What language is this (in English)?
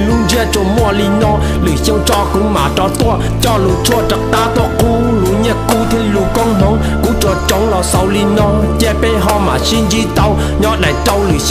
Hmong